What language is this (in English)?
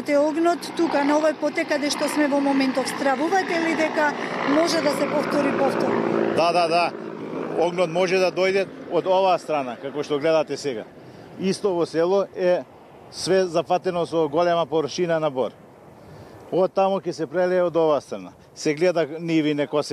Macedonian